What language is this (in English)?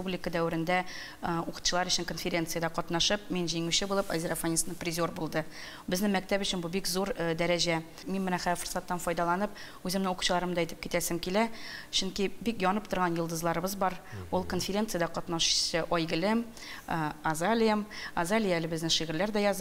Tatar